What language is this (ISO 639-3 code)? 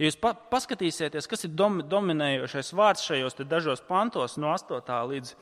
lav